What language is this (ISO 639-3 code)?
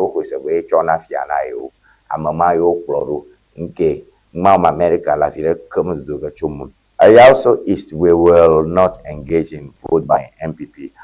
ewe